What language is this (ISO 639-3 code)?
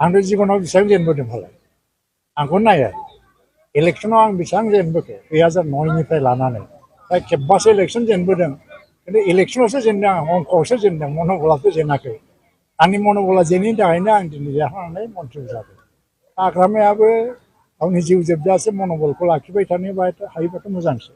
brx